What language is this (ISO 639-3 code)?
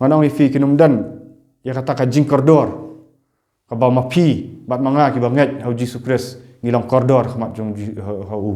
kha